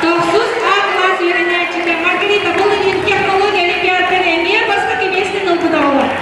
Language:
Yakut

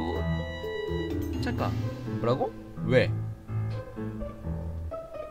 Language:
Korean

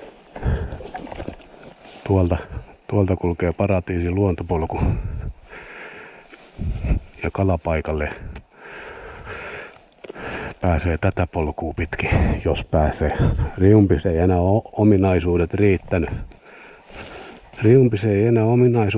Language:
Finnish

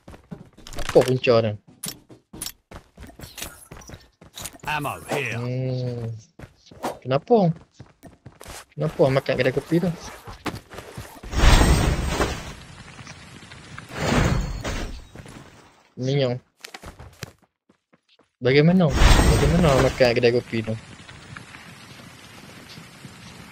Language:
Malay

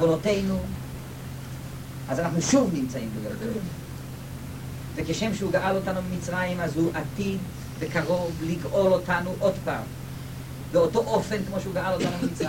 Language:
Hebrew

